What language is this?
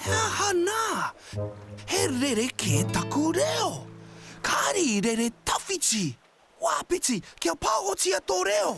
Māori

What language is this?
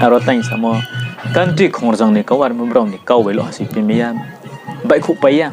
Riang (India)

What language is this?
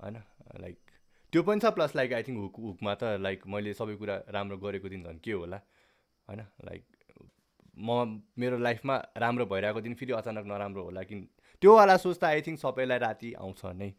Nepali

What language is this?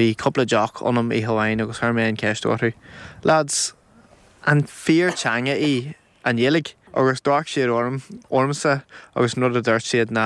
Irish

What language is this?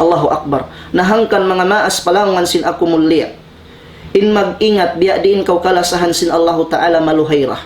Tausug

